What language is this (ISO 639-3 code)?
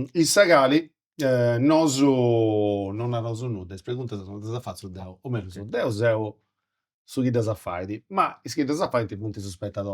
srd